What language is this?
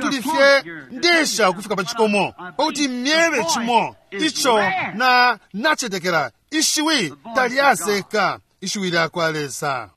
Bemba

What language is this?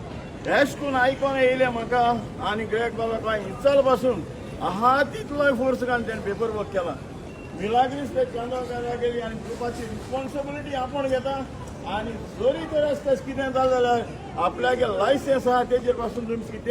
Konkani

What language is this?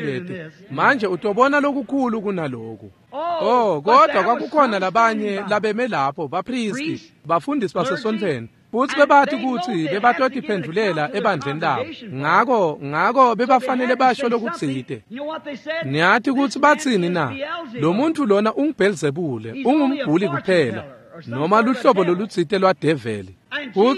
Swati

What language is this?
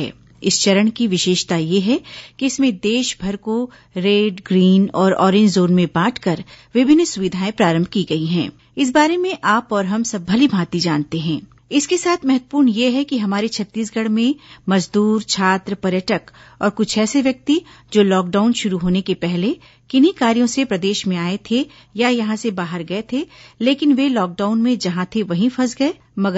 Hindi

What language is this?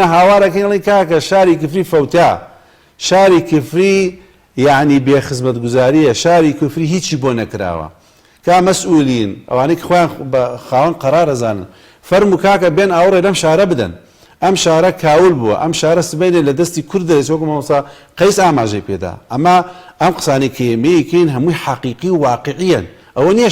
Central Kurdish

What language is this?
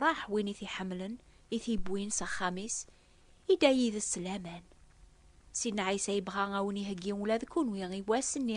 Kabyle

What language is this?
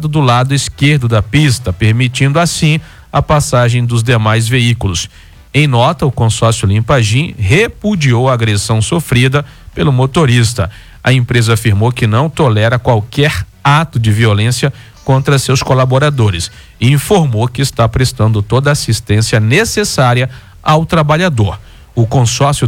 Portuguese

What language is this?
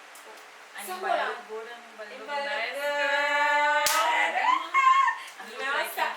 Jamaican Creole English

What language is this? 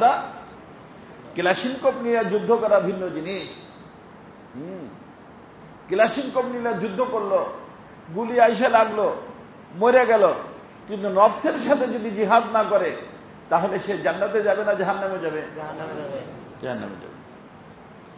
Bangla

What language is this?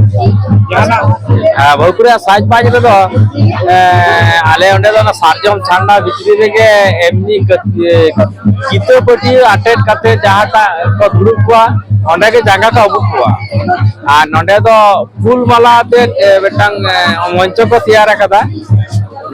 Santali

